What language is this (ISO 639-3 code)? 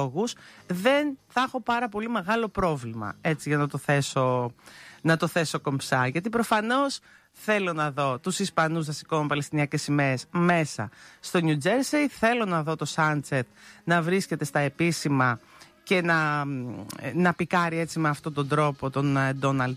ell